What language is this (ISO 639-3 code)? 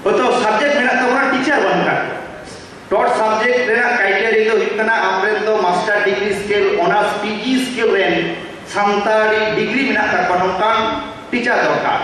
sat